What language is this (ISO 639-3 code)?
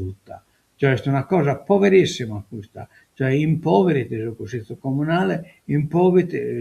srd